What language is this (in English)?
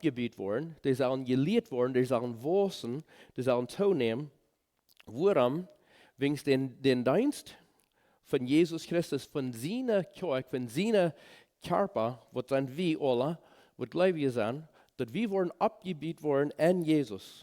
Plautdietsch